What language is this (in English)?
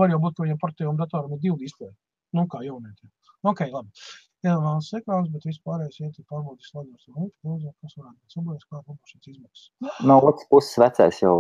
Latvian